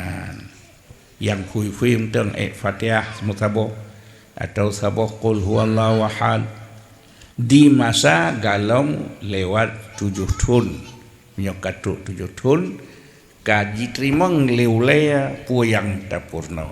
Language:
Achinese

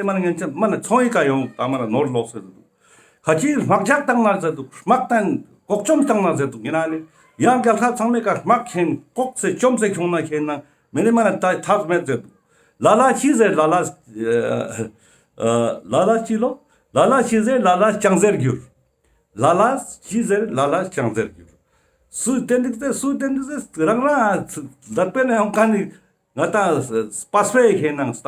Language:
Ladakhi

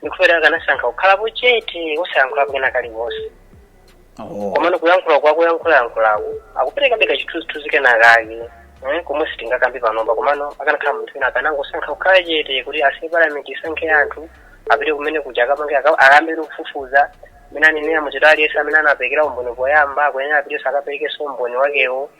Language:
Nyanja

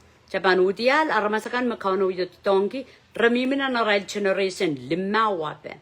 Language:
Pohnpeian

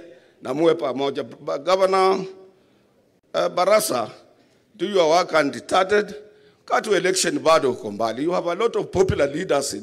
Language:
Swahili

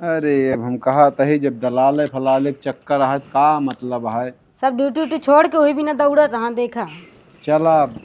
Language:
Awadhi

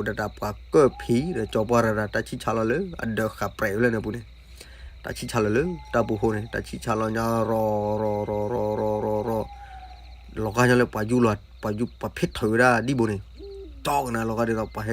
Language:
S'gaw Karen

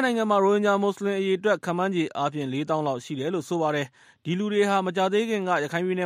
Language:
Burmese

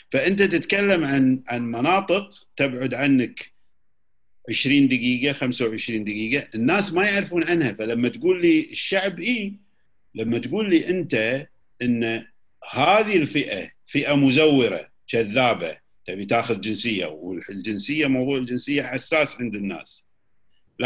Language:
Gulf Arabic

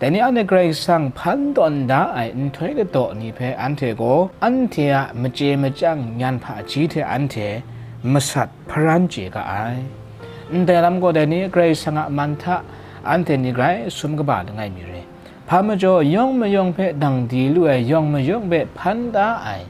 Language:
Kachin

